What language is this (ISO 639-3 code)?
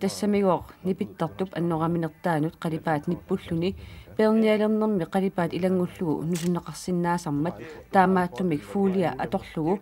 kal